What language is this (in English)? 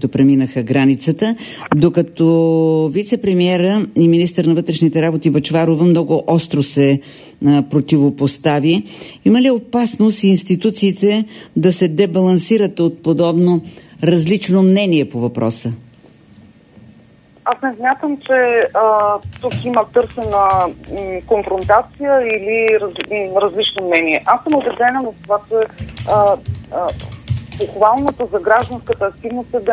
Bulgarian